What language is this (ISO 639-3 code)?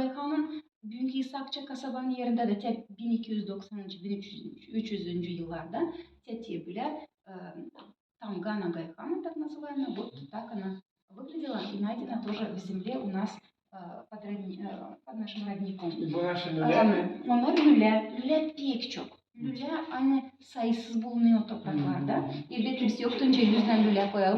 gag